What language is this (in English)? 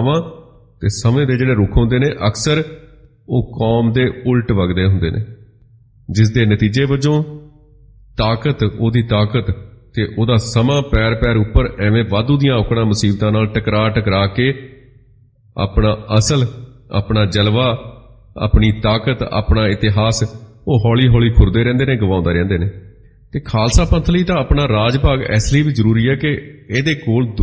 Punjabi